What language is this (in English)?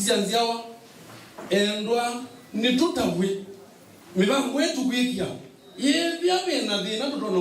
Kamba